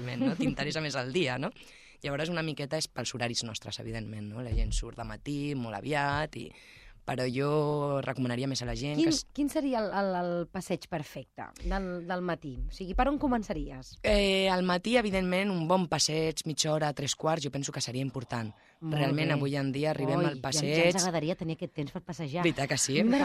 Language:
Catalan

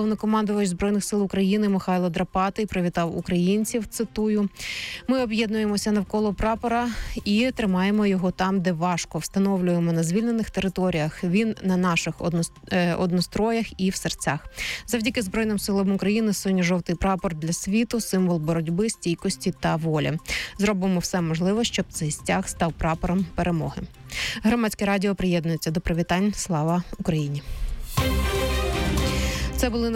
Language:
Ukrainian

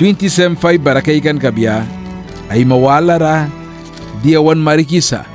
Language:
Mískito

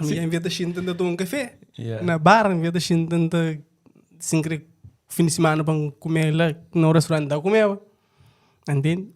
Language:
Kabuverdianu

